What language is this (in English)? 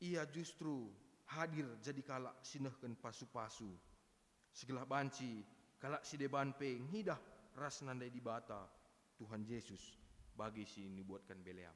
Batak Karo